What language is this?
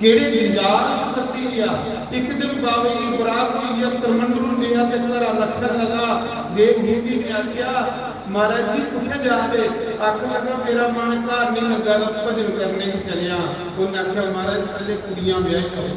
Dogri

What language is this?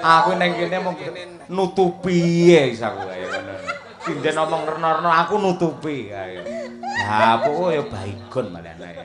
Javanese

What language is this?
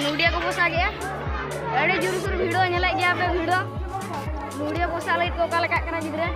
Santali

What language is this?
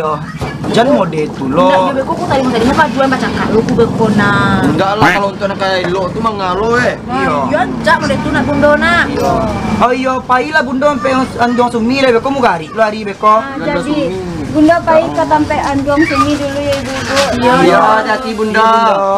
Minangkabau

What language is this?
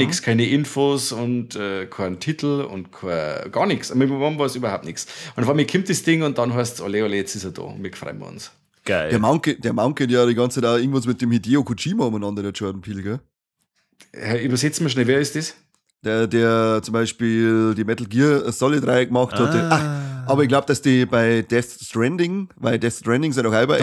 Bavarian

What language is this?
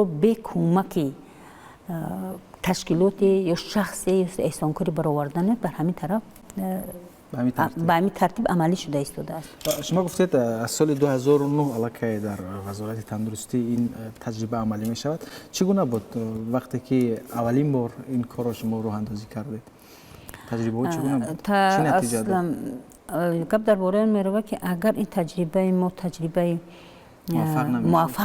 Tajik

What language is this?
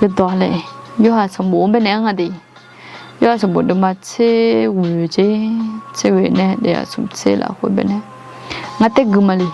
Akha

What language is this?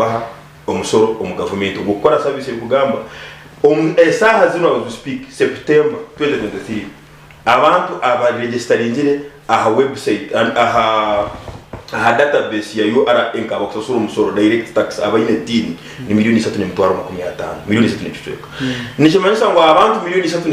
Nyankole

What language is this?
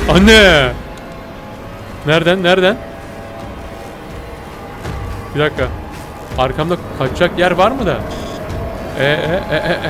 Turkish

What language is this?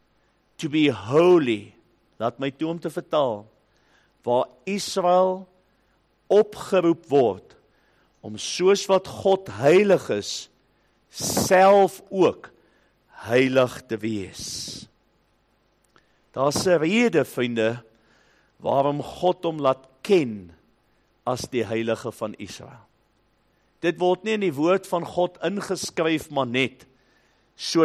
Afrikaans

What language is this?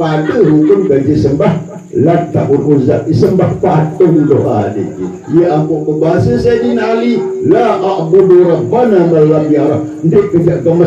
Sasak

